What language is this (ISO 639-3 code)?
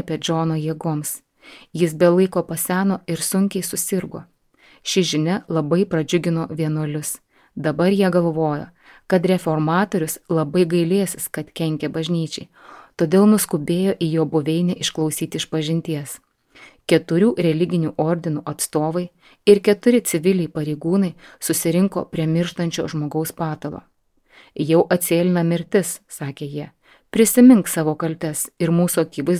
lit